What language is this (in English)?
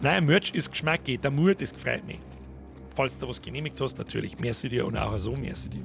Bavarian